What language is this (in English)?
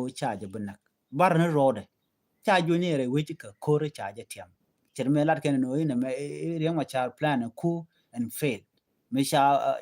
Nuer